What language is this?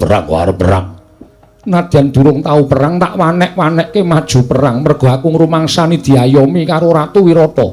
Javanese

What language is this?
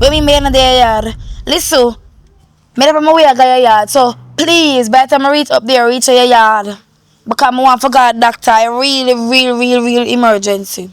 Jamaican Creole English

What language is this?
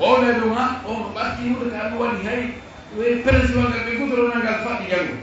Fula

